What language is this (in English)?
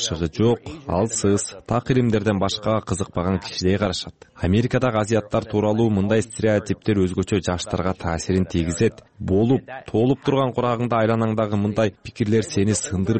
Kyrgyz